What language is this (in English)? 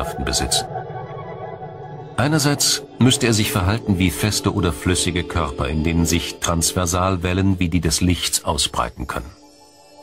German